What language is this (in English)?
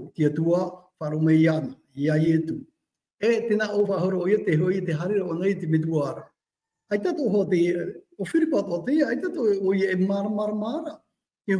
Tahitian